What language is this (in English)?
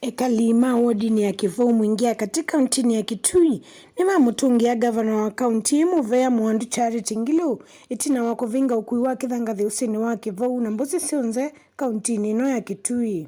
Kamba